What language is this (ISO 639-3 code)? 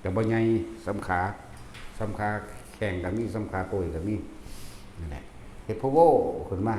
tts